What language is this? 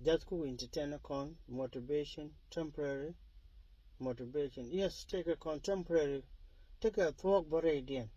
Nuer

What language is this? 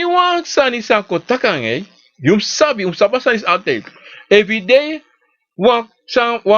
Sranan Tongo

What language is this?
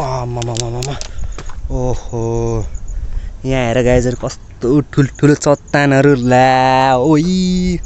Nepali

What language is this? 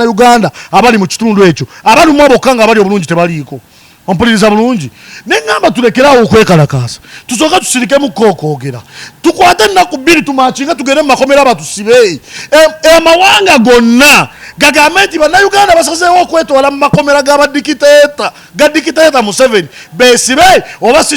Ganda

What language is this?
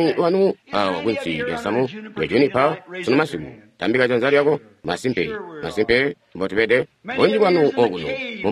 Tonga (Zambia)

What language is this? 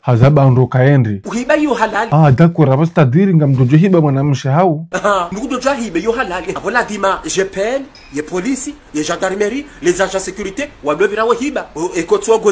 Ngazidja Comorian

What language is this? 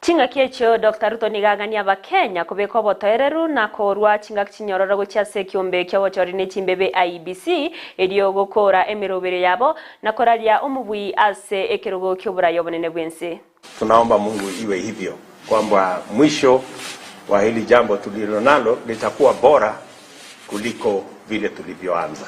Gusii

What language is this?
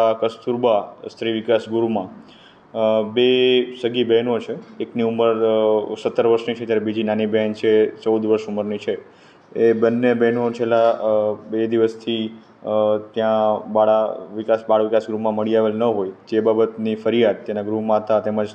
Gujarati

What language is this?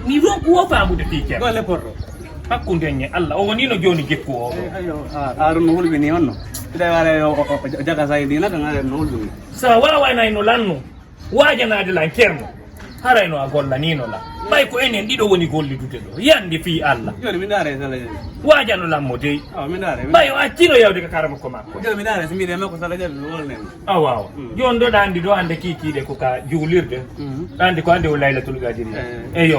Fula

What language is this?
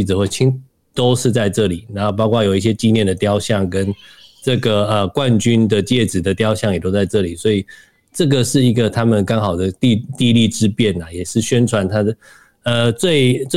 Chinese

